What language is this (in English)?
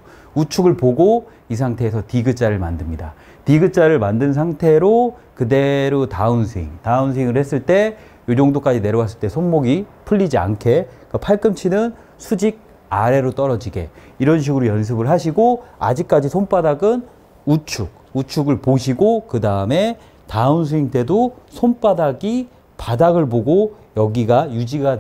Korean